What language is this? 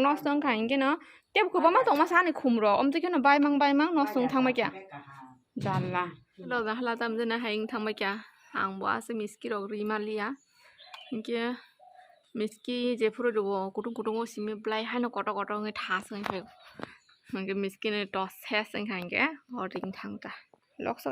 Kok Borok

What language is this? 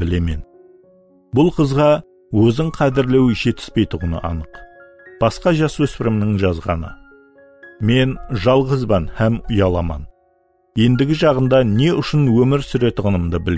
Kara-Kalpak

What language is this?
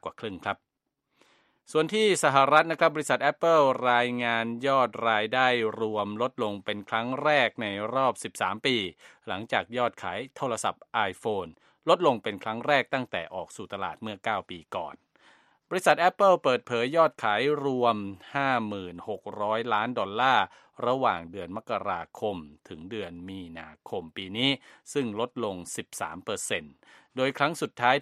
Thai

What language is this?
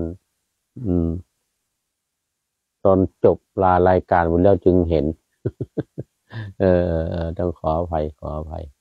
Thai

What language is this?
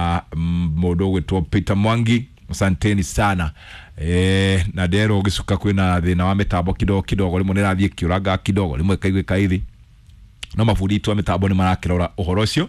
Kikuyu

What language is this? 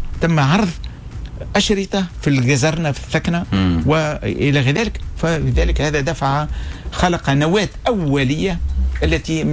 Tunisian Arabic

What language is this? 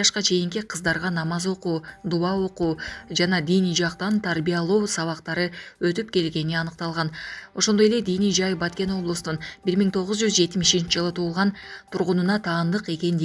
Kyrgyz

